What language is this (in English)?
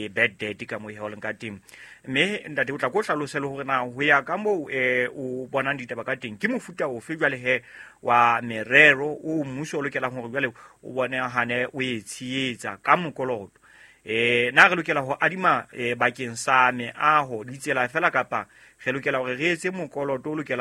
Southern Sotho